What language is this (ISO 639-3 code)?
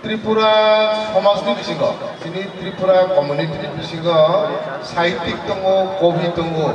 trp